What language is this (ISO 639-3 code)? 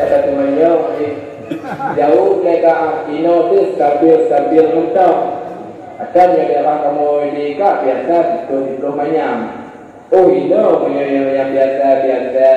ace